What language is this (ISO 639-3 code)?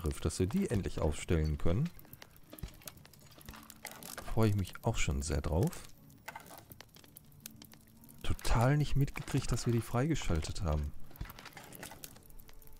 deu